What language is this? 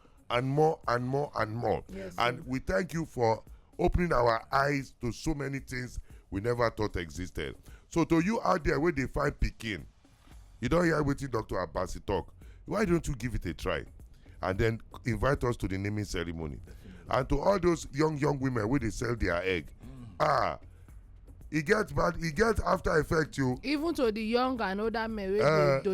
Nigerian Pidgin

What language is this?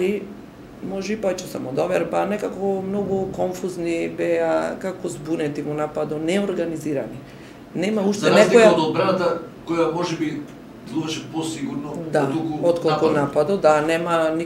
Macedonian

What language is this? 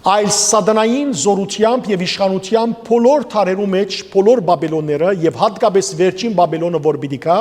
Western Armenian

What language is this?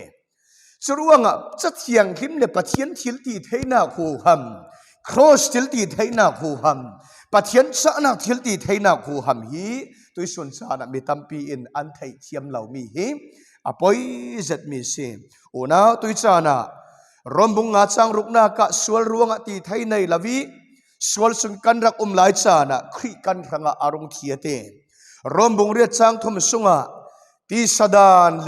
Falam Chin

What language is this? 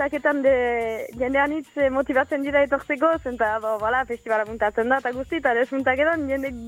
Basque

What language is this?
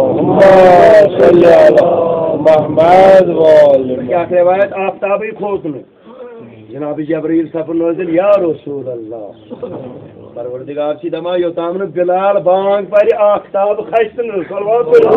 Kashmiri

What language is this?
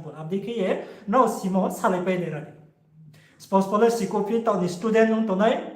Riang (India)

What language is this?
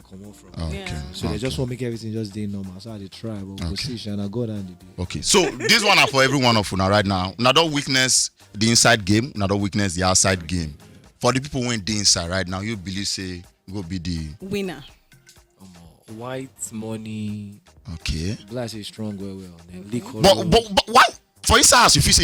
Nigerian Pidgin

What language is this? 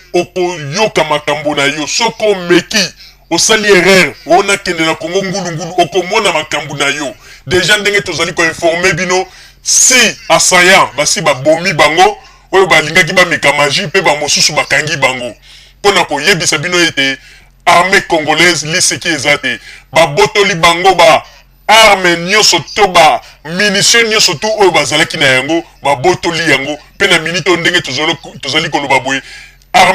Lingala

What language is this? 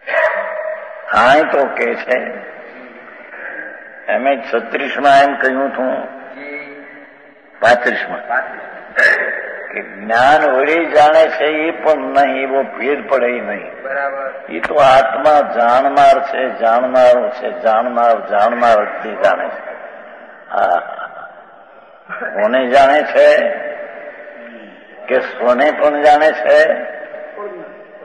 Gujarati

